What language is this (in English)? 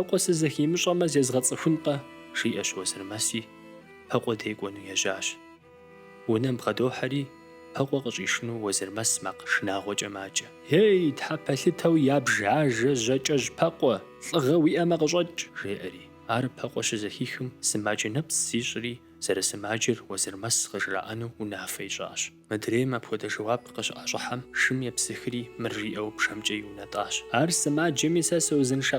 Kabardian